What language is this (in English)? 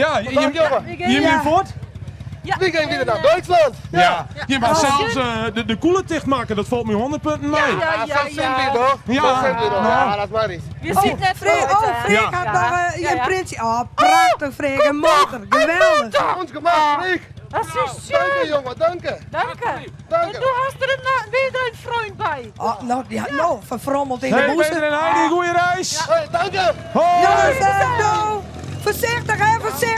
Western Frisian